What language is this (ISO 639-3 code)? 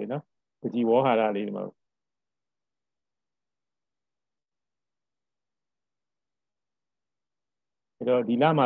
mya